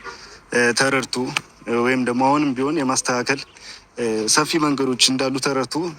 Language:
Amharic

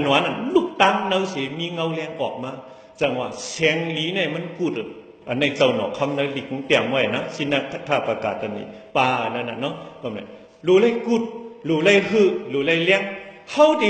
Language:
Shan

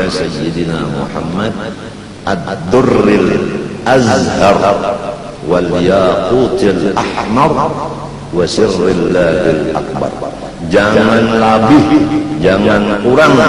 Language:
Banjar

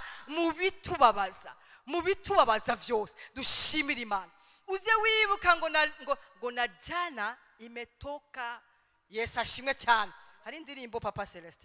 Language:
Rundi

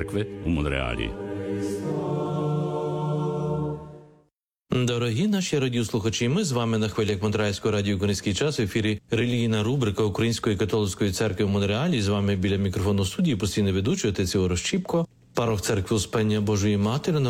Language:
Ukrainian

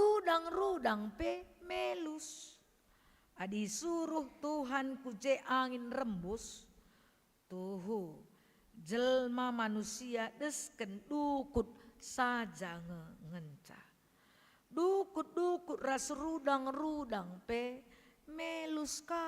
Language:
Batak Karo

